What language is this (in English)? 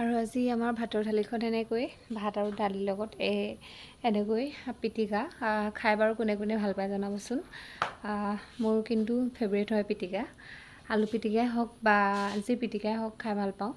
Assamese